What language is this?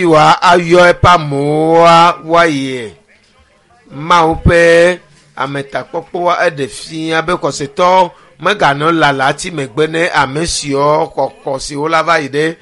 Ewe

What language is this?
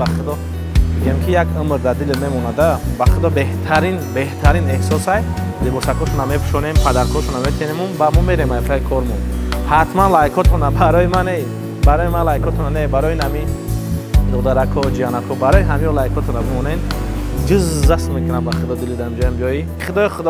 Tajik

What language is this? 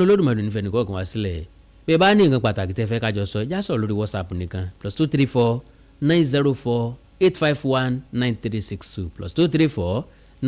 Yoruba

